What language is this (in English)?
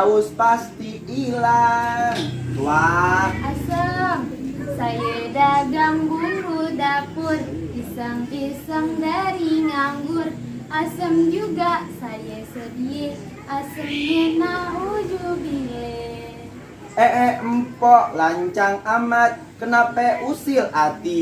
Betawi